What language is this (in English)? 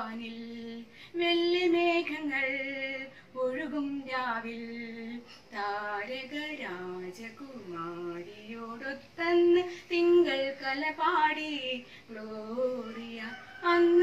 Malayalam